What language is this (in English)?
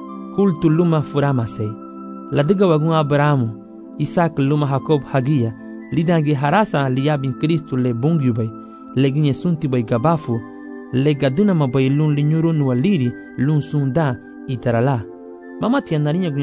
Garifuna